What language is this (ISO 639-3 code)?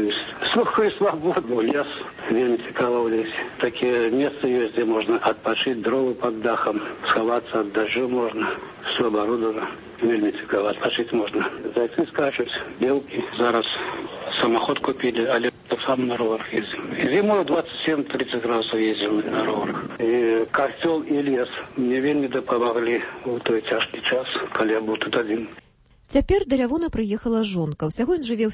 bel